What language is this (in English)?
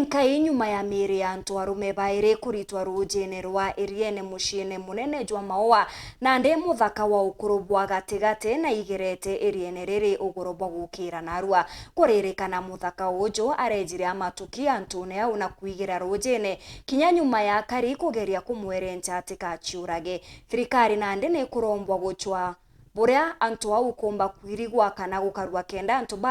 Meru